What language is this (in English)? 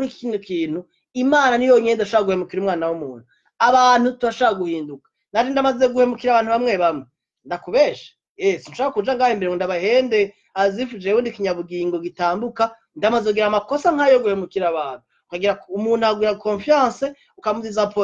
Rundi